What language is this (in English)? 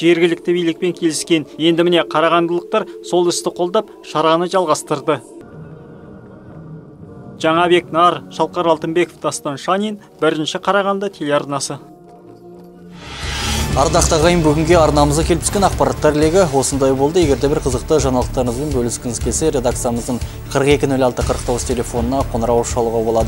Kazakh